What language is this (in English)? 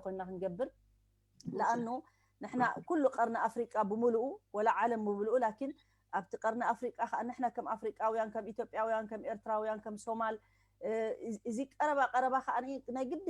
Tigrinya